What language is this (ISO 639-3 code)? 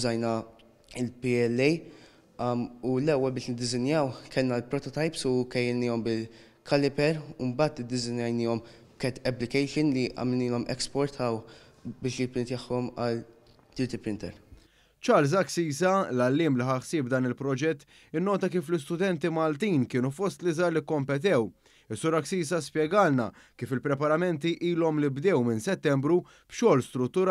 mlt